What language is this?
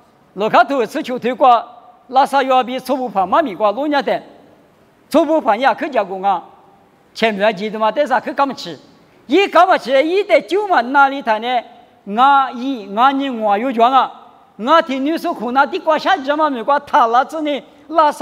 Lisu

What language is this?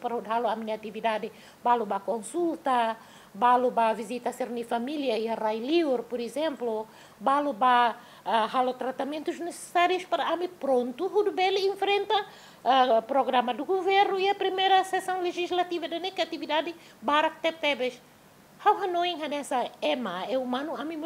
Tetum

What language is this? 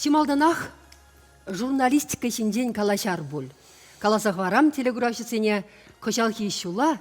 Chuvash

